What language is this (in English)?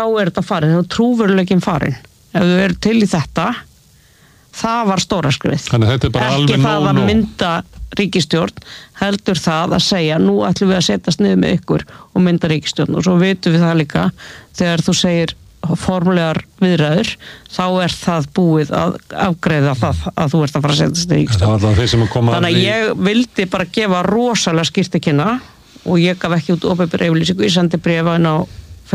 Icelandic